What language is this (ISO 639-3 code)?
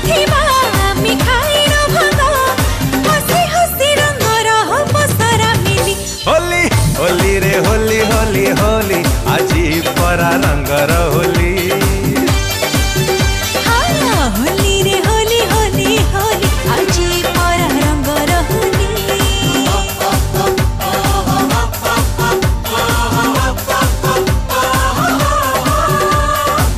ori